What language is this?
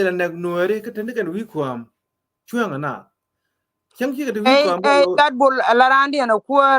Nuer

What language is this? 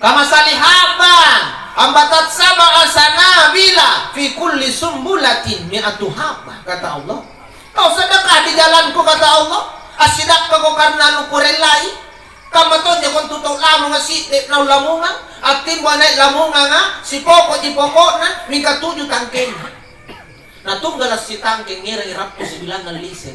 Makasar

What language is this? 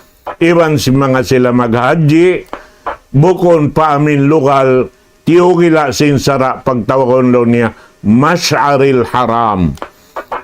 Tausug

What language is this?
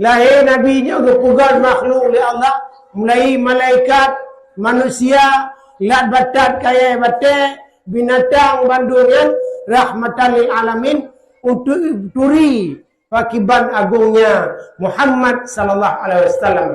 Achinese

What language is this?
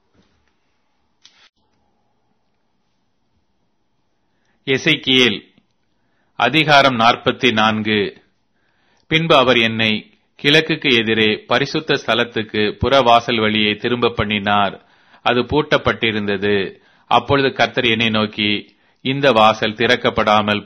Tamil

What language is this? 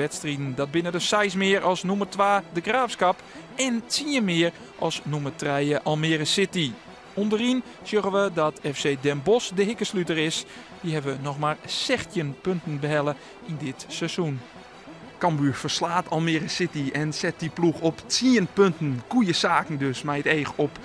Western Frisian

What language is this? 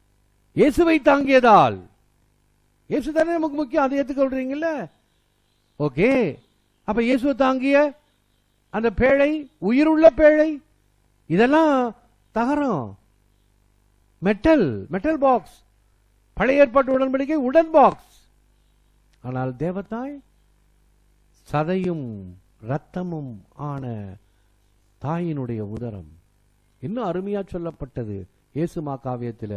Tamil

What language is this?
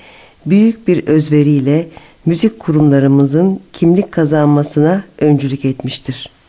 Turkish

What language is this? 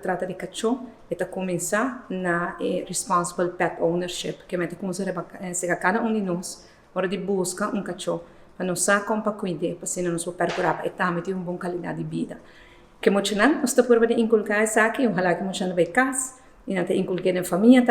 Papiamento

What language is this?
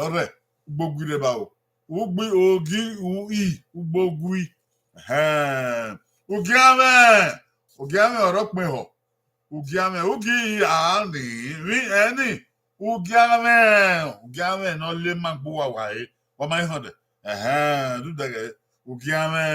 Bini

